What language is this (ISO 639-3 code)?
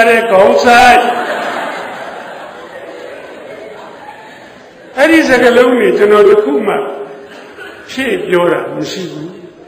mya